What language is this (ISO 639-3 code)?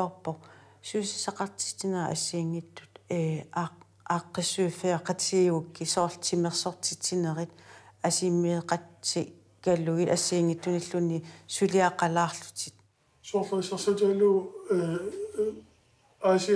kal